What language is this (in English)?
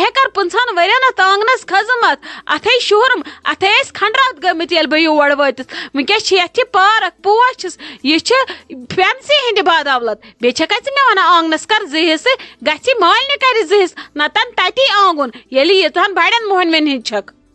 Kashmiri